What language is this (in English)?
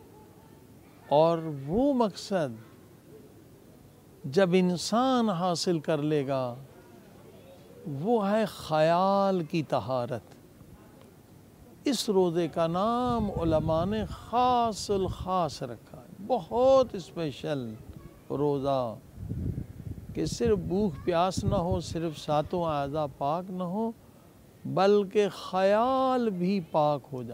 Urdu